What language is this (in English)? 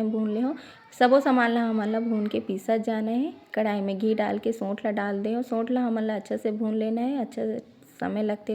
Chhattisgarhi